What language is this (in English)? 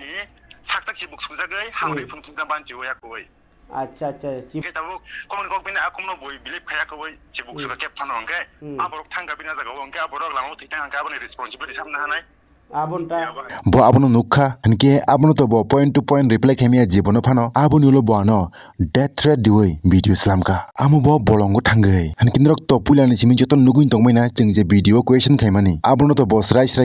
Kok Borok